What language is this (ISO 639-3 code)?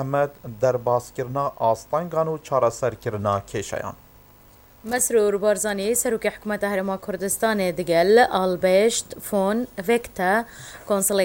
kur